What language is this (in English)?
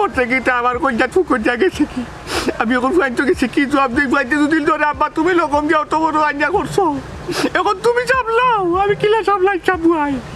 Sylheti